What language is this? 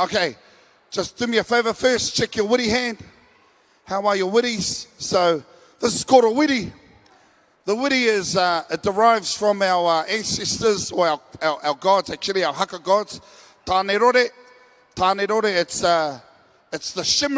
Māori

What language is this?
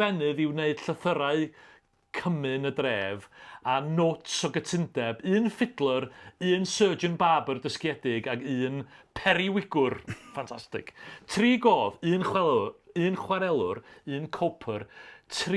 Welsh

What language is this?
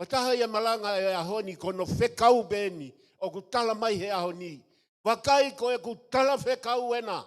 Tongan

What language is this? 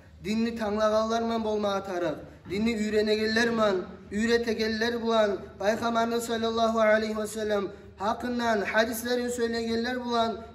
Kumyk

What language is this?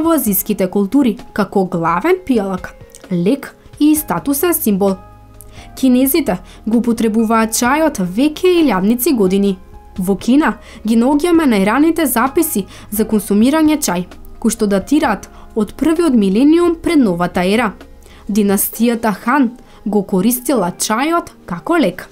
Macedonian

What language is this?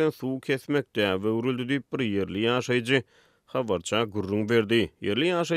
Turkmen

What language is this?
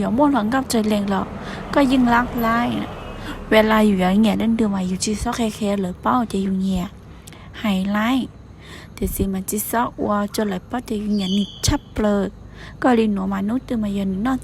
Hmong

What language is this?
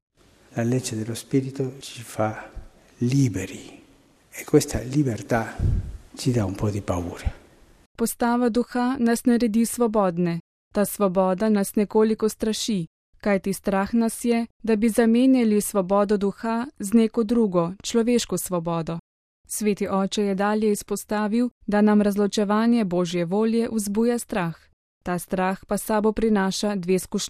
Slovenian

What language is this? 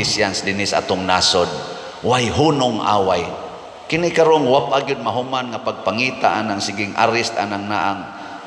Cebuano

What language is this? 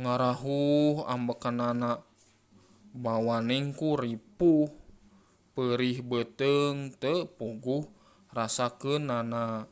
Sundanese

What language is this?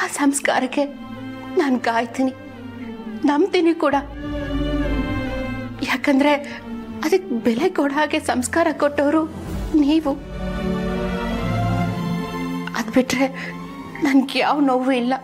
Kannada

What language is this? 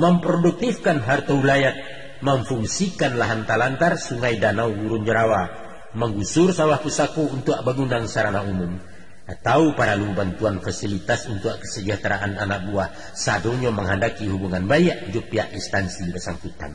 Minangkabau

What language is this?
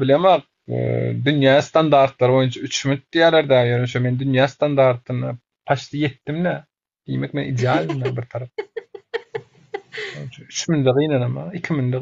Turkmen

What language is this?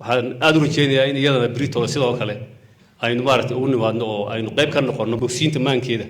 Somali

